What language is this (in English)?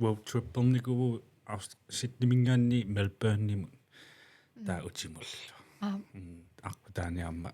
Kalaallisut